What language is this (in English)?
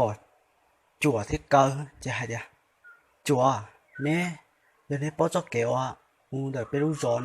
Hmong